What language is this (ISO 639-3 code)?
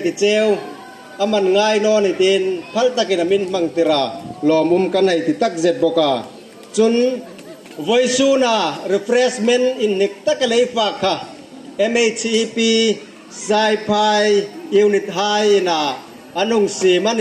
hmr